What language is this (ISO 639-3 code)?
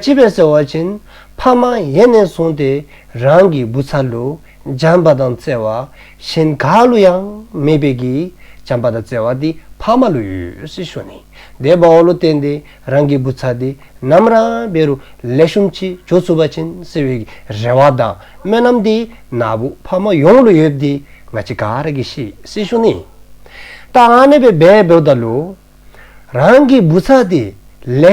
dzo